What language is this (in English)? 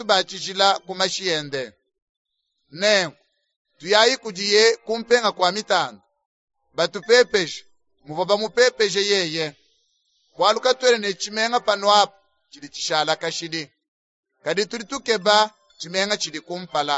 Luba-Lulua